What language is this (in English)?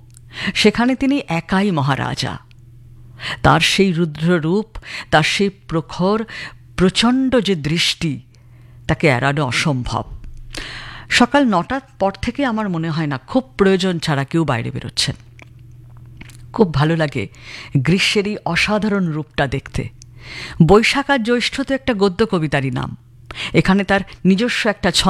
Bangla